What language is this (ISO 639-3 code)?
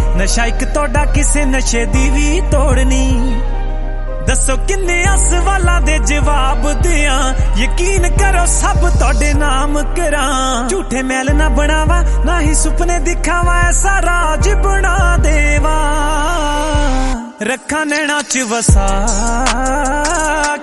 pan